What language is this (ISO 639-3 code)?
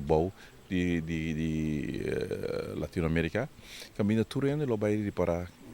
pap